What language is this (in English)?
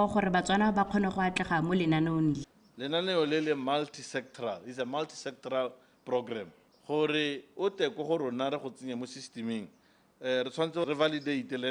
Tswana